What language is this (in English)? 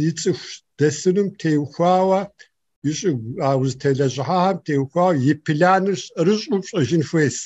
Kabardian